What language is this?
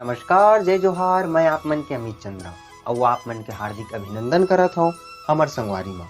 Chhattisgarhi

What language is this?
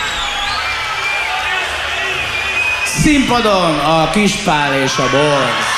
Hungarian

